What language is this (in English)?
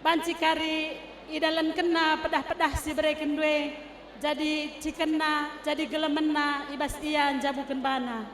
Batak Karo